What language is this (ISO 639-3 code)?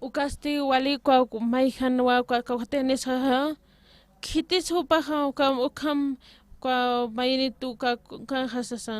aym